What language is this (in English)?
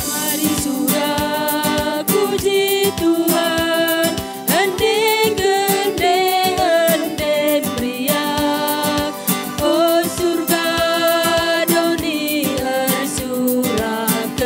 Batak Karo